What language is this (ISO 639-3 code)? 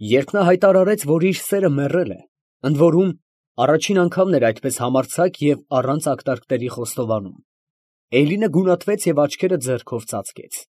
hye